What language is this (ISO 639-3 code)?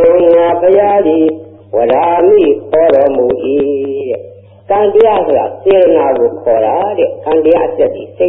mya